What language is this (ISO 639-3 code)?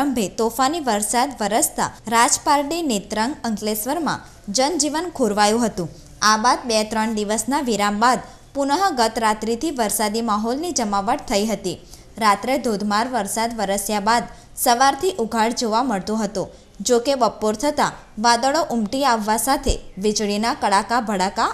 guj